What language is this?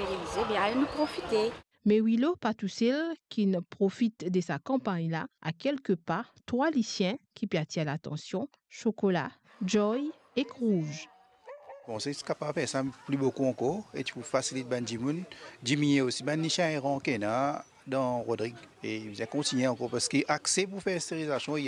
Morisyen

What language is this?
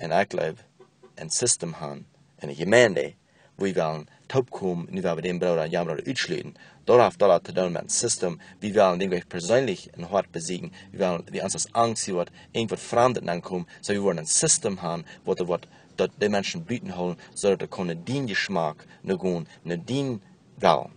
Plautdietsch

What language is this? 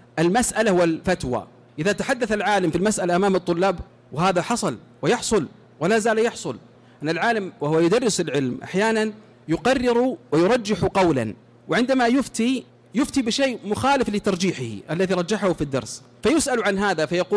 Arabic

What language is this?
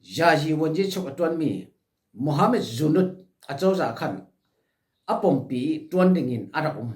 Falam Chin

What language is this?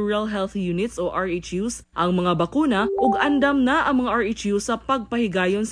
Cebuano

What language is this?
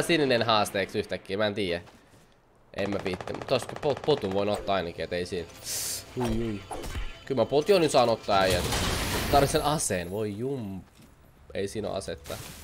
Finnish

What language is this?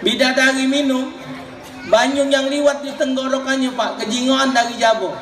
Musi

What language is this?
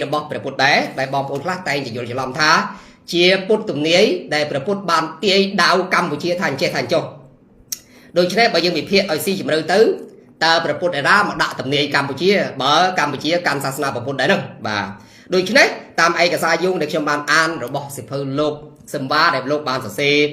Khmer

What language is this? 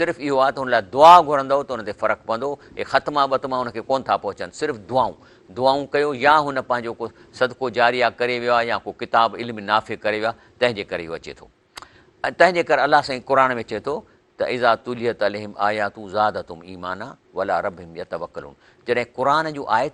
Sindhi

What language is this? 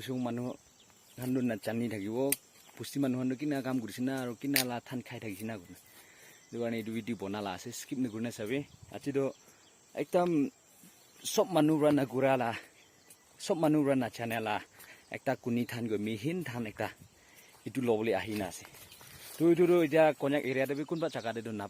Naga Pidgin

